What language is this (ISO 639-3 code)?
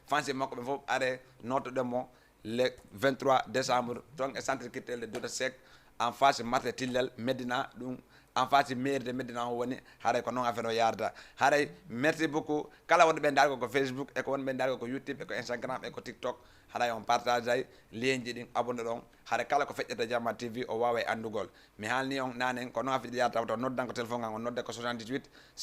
ful